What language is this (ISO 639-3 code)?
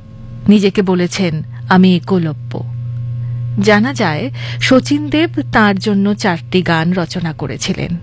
ben